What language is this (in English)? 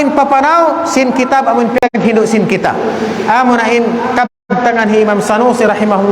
Tausug